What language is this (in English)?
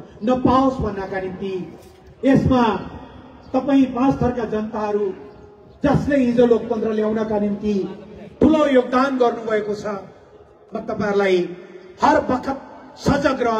Nepali